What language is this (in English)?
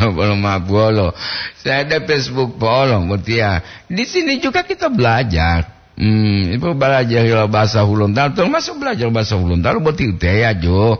Gorontalo